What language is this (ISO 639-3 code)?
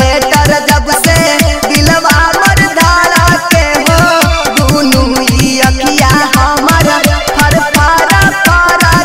bho